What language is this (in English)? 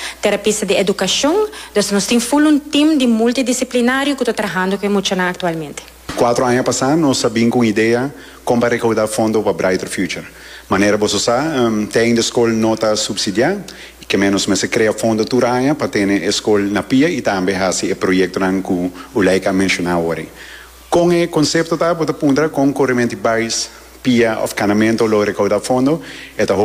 Papiamento